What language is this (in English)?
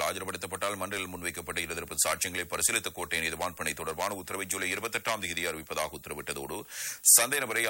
Tamil